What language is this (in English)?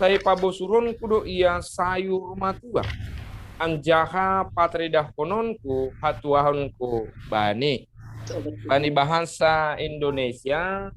Batak Simalungun